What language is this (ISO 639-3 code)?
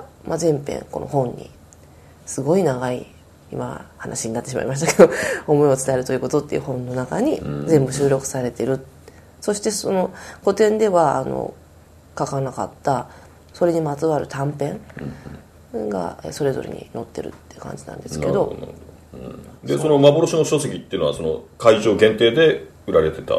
jpn